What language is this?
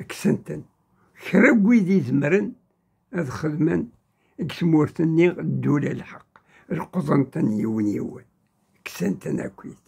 Kabyle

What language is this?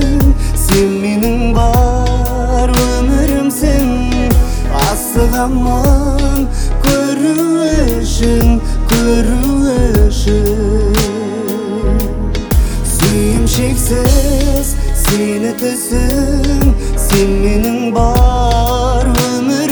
Kazakh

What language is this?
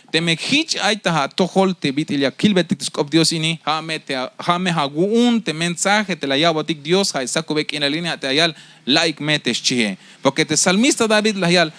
Tzeltal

